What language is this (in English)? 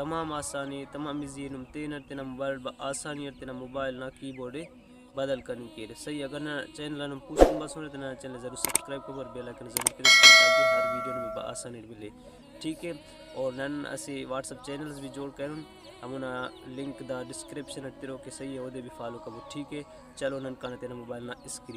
Brahui